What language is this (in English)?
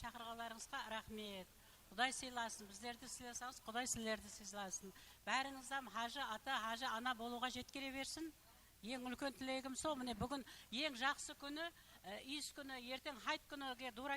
Kara-Kalpak